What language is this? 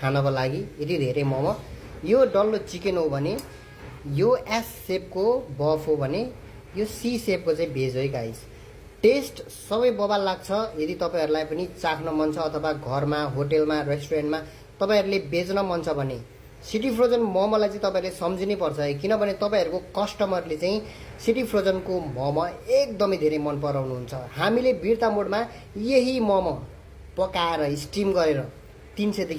Nepali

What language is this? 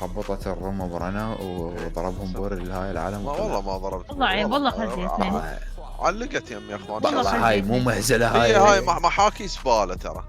Mesopotamian Arabic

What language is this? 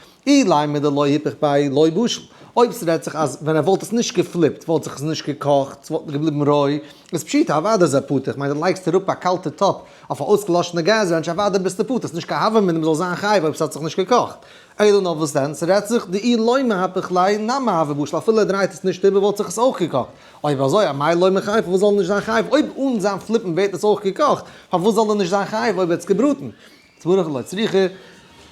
Yiddish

